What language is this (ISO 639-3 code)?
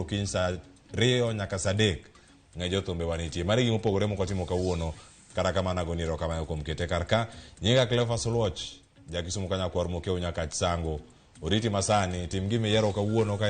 luo